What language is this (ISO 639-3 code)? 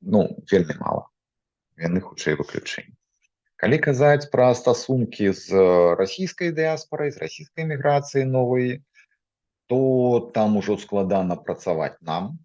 bel